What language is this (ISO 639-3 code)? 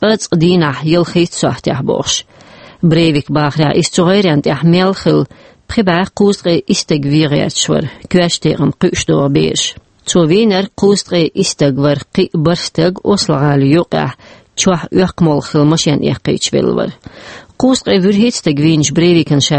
che